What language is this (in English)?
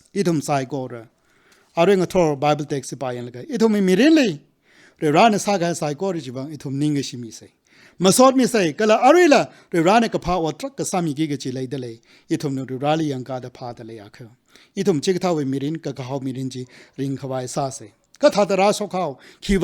Tangkhul Naga (India)